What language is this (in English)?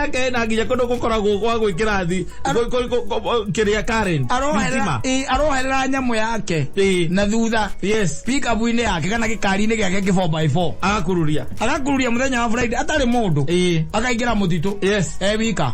Kikuyu